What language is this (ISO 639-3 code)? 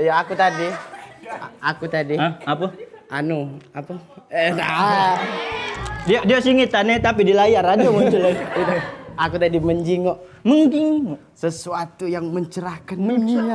mui